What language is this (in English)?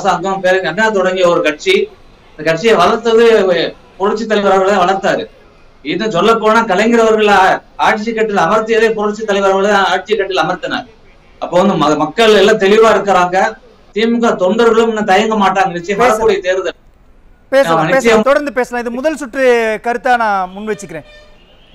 Tamil